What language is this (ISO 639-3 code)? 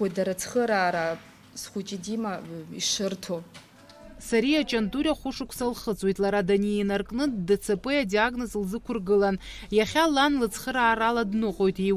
abk